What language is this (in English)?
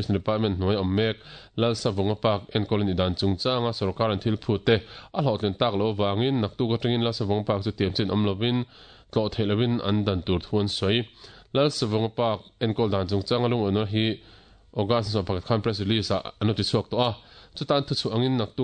Mizo